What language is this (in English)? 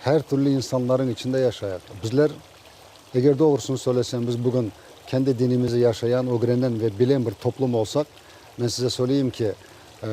Crimean Tatar